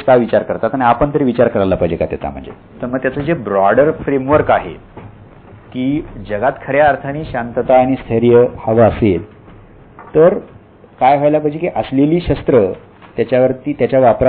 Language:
Marathi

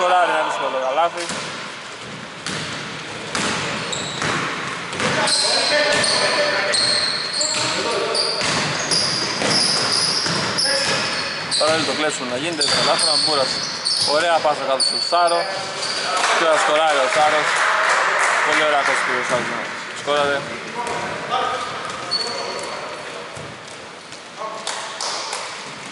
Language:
Greek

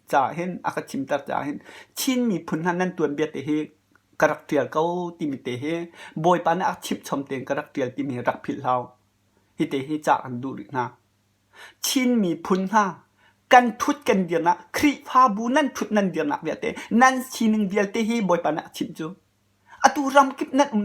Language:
Hakha Chin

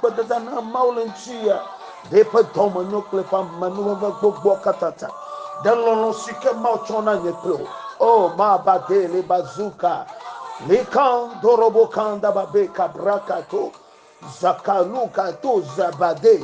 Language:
Ewe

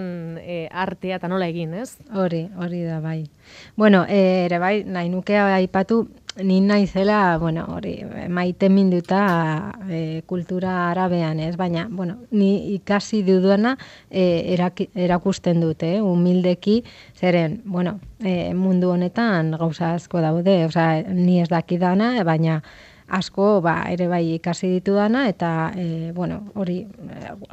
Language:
Basque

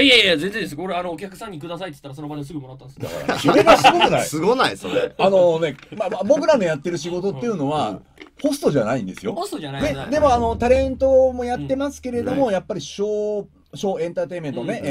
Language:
Japanese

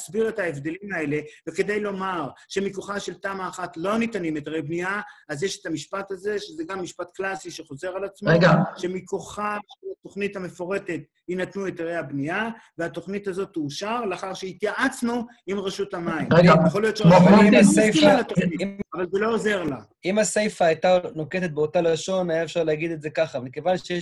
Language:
Hebrew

